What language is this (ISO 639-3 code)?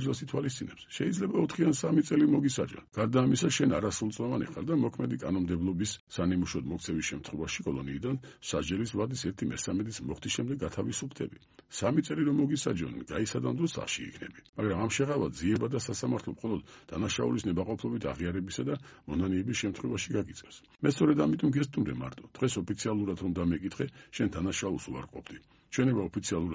kat